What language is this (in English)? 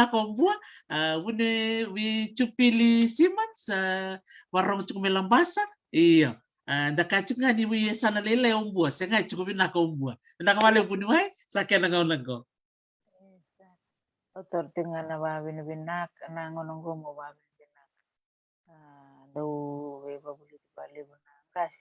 Fijian